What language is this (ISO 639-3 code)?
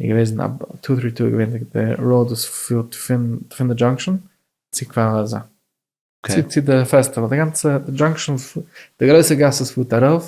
yid